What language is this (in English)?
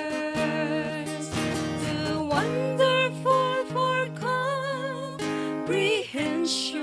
Hiligaynon